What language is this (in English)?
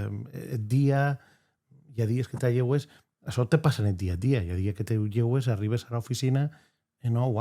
Occitan